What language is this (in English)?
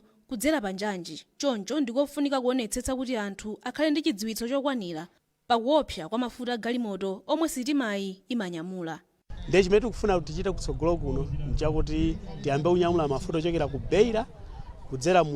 Nyanja